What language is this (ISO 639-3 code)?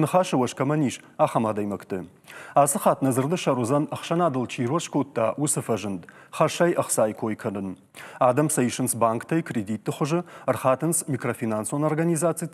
oss